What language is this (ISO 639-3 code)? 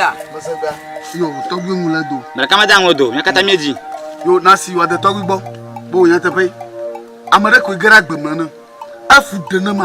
ewe